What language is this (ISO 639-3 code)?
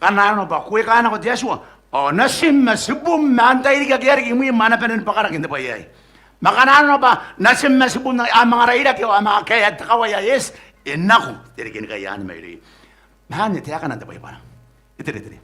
gil